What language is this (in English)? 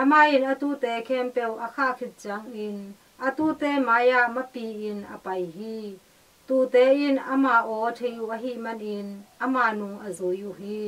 Tedim Chin